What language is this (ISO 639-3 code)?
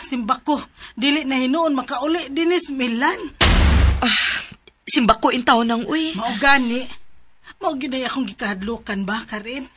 ceb